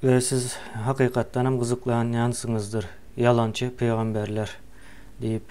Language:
Turkmen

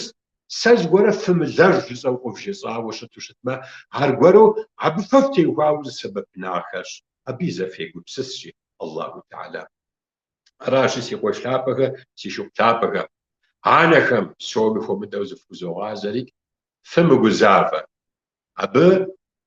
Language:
Kabardian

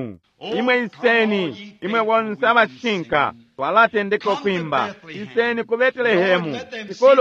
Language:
Bemba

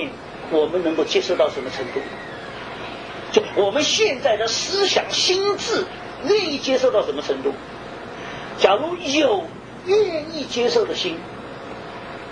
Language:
Chinese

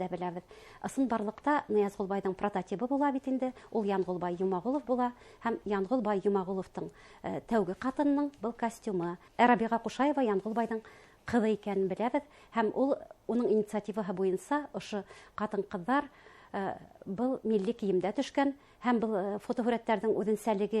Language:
Bashkir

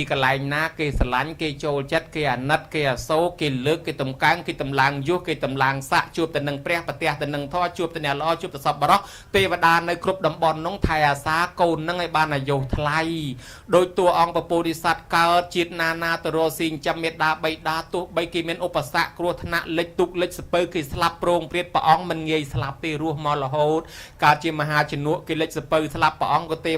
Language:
Khmer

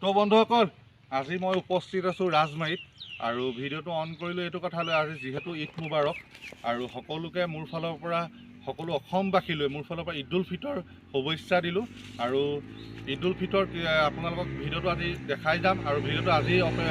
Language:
Assamese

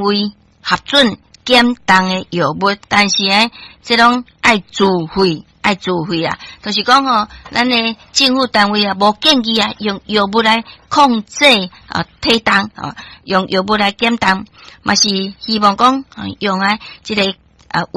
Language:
Min Nan Chinese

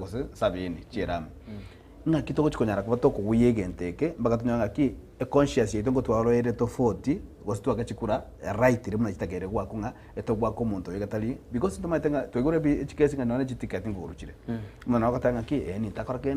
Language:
Gusii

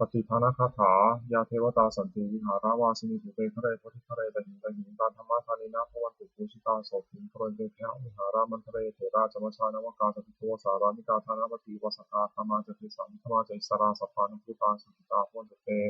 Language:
Pali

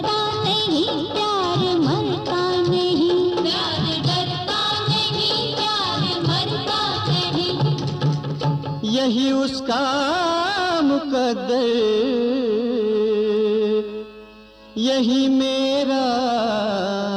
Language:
Hindi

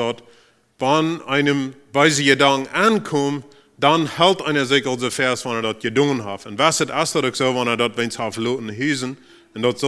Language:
Plautdietsch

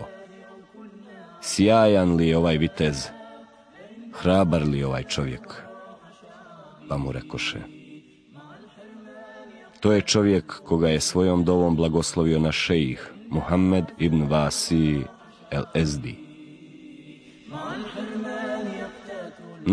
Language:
Bosnian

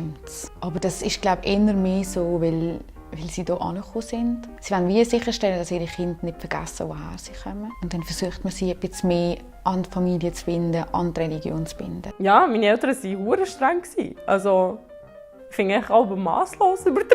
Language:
Swiss German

